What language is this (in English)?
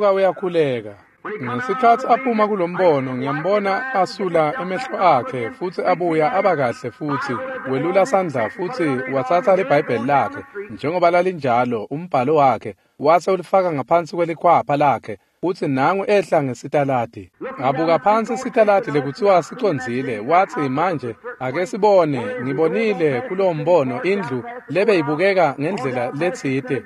Swati